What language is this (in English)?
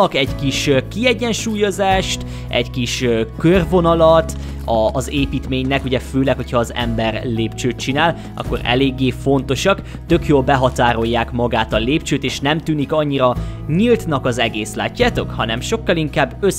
Hungarian